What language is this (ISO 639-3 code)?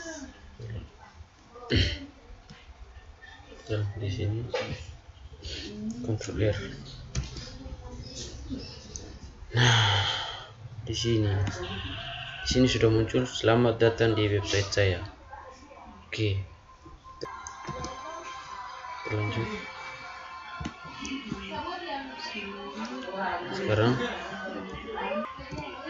ind